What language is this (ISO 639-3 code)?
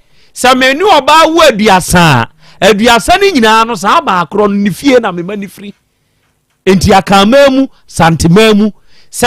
aka